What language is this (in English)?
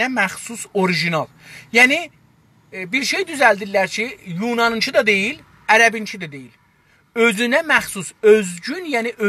South Azerbaijani